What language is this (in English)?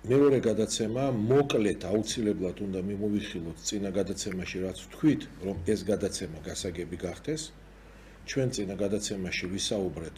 Georgian